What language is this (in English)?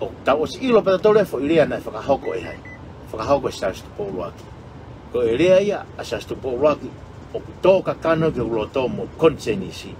Tongan